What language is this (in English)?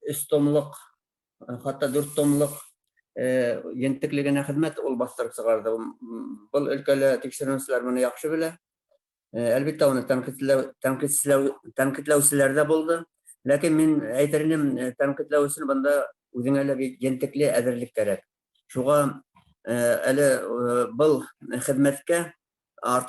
Bashkir